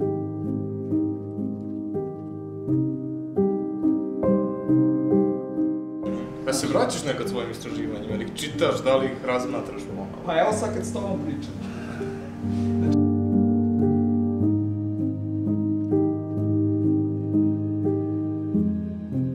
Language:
Serbian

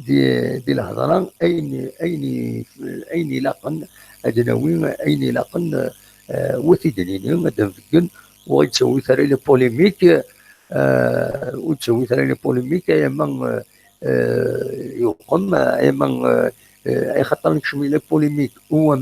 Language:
Kabyle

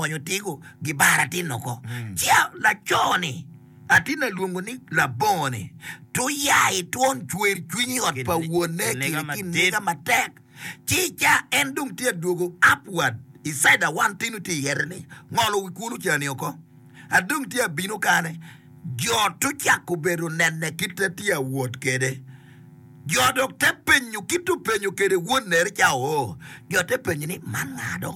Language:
Acoli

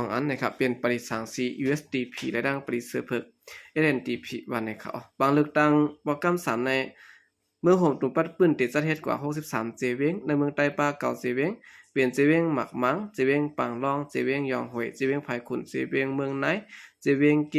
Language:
Shan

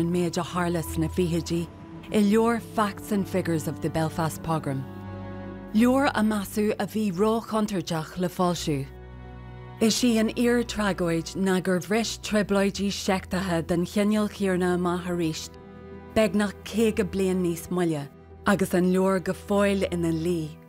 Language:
Irish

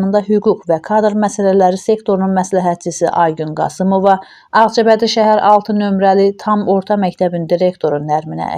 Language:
Azerbaijani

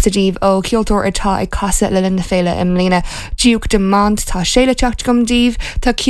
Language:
Irish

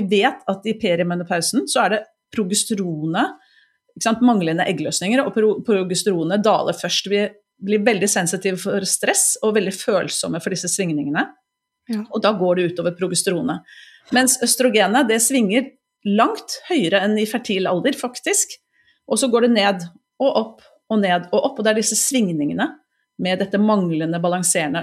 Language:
Norwegian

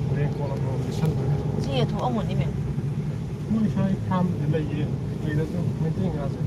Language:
Manipuri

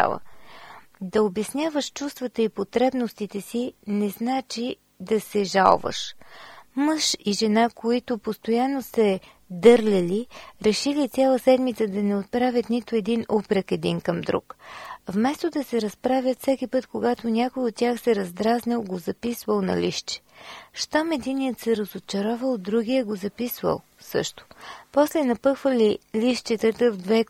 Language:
Bulgarian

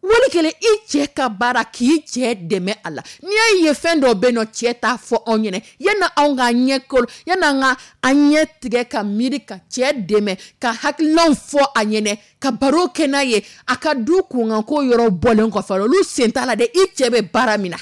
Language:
Dyula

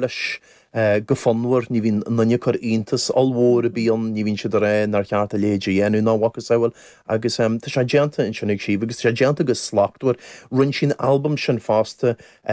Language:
Irish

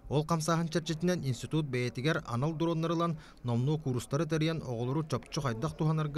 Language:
Yakut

